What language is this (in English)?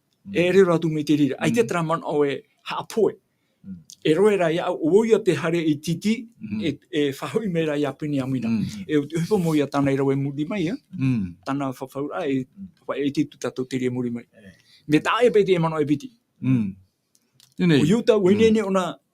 Tahitian